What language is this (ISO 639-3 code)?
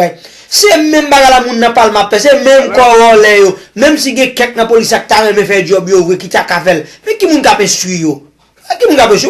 hat